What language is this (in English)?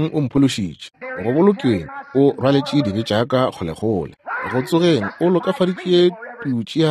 Northern Sotho